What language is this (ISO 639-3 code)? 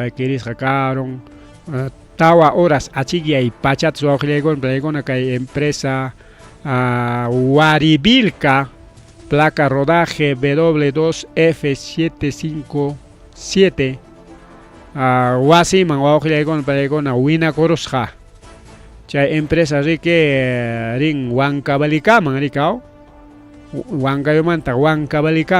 quy